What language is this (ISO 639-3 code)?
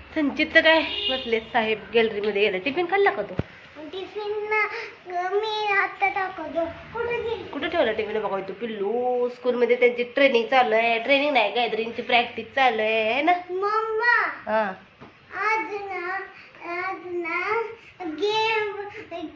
mar